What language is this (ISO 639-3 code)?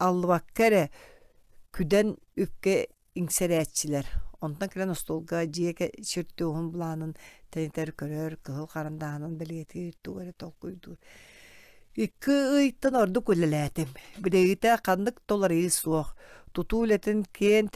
sah